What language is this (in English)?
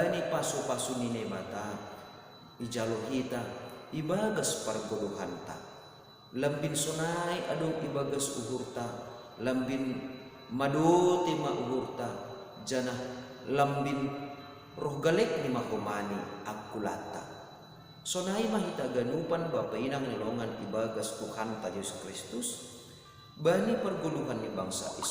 Batak Simalungun